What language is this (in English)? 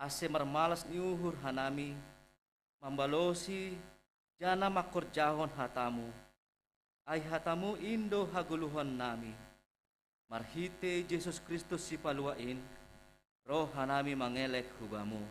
Batak Simalungun